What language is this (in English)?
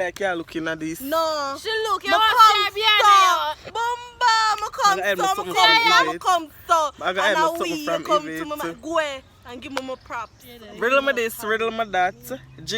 Jamaican Creole English